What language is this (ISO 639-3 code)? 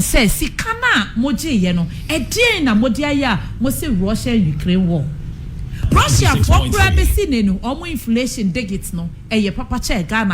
aka